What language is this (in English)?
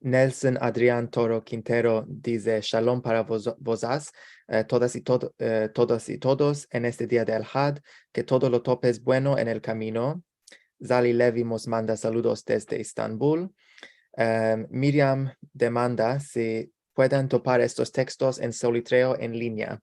Ladino